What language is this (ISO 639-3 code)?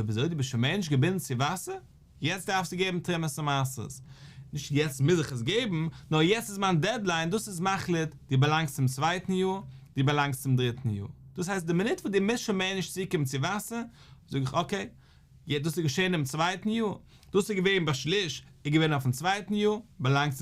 yid